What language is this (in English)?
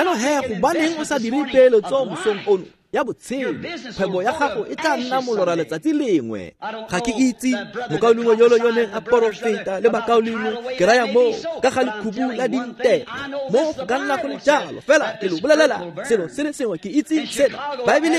Tswana